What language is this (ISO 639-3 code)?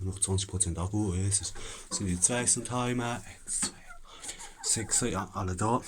pfl